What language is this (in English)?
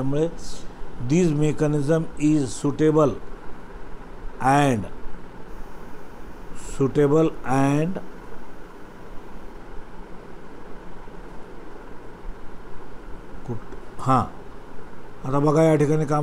Marathi